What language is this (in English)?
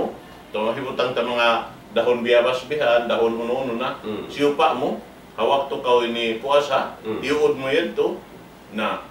Tausug